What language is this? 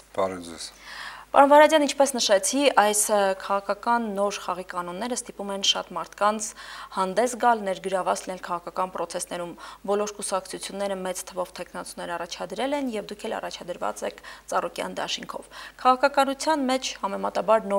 Armenian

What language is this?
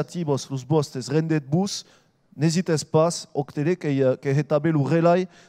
Occitan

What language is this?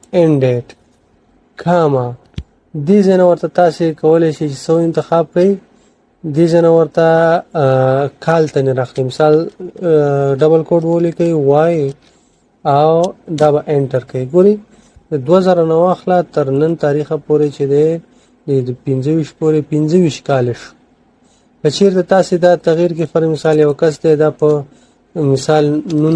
Pashto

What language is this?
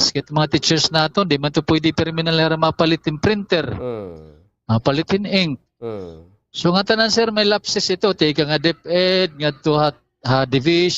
Waray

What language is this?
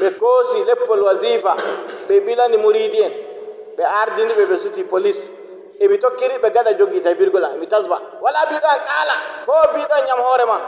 Nigerian Fulfulde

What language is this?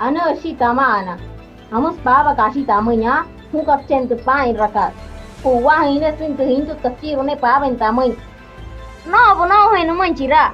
Wayuu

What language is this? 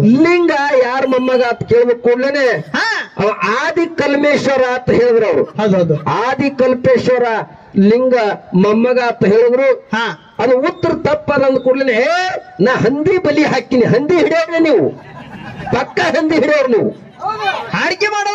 Kannada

